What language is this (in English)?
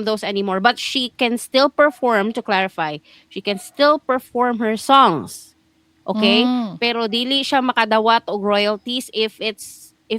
Cebuano